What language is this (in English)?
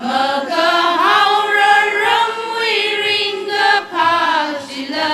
Tangkhul Naga (India)